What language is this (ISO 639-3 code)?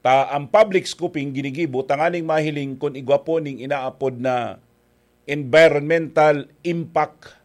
bik